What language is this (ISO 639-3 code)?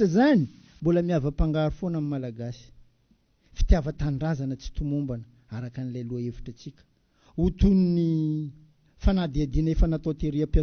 mlg